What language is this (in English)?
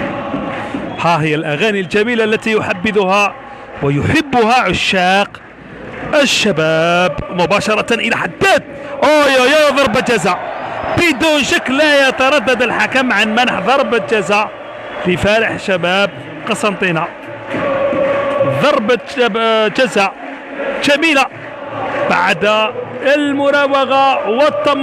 Arabic